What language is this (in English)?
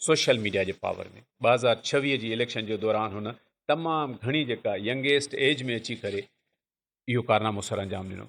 Sindhi